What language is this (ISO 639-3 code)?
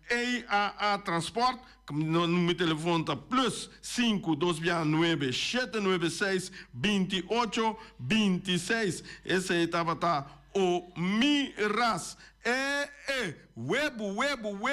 pap